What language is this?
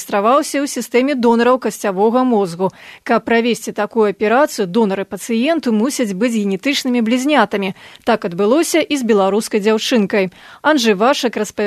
Belarusian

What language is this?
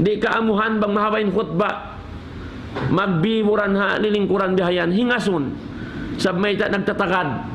Tausug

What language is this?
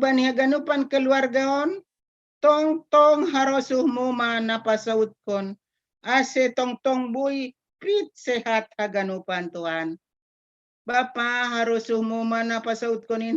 Batak Simalungun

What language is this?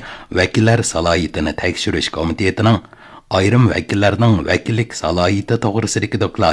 Uyghur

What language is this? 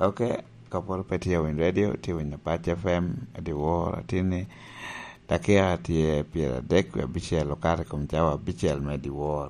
Lango (Uganda)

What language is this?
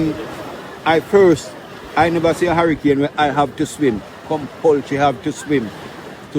Jamaican Creole English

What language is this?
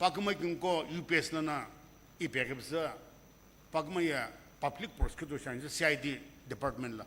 Sumi Naga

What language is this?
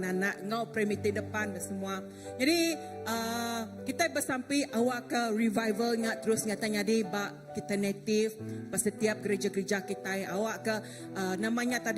Iban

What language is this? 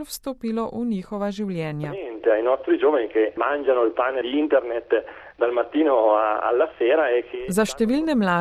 Slovenian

